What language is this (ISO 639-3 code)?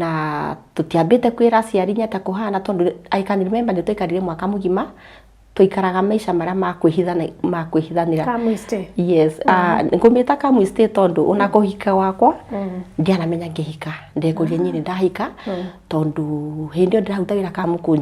kik